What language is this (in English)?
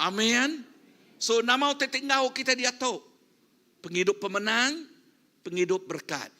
Iban